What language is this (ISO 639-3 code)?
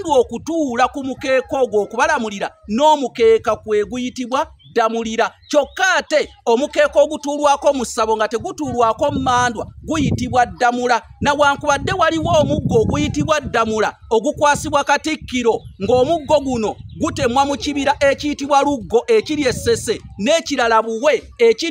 lug